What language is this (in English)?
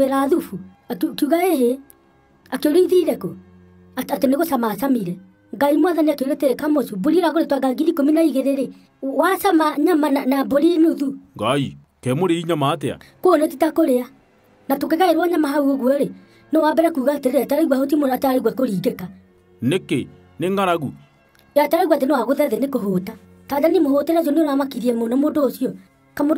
Kikuyu